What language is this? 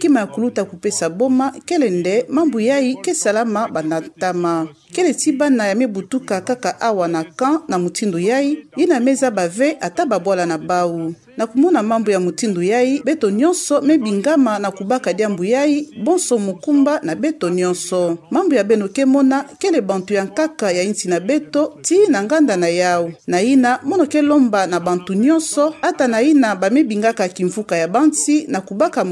Kituba (Democratic Republic of Congo)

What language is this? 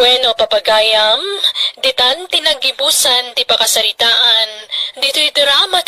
Iloko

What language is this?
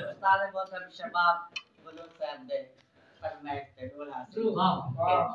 Saraiki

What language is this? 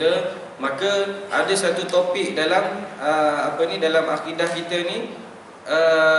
Malay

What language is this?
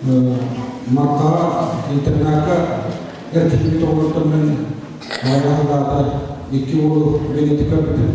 Yakut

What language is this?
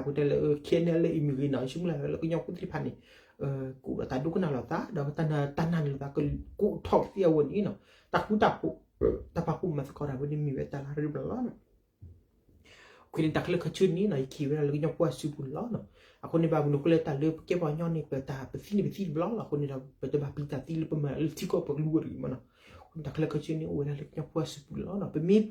S'gaw Karen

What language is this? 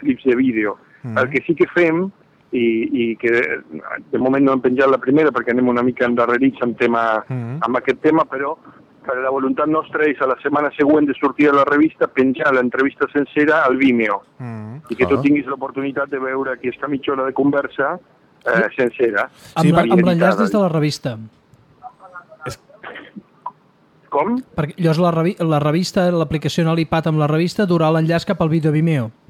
Catalan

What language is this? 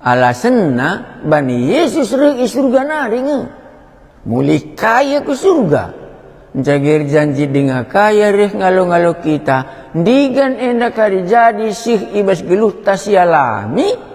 Batak Karo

